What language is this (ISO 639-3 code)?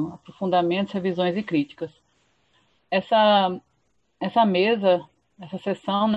por